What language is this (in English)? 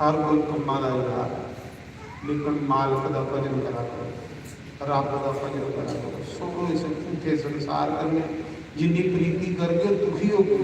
Dogri